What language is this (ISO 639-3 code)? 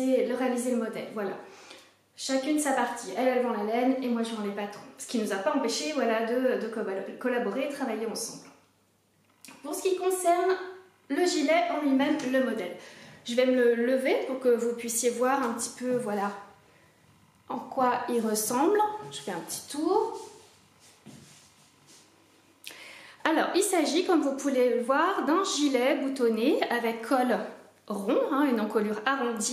fra